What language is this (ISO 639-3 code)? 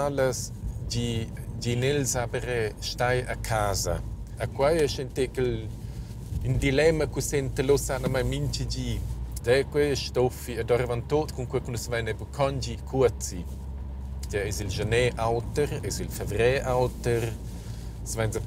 roh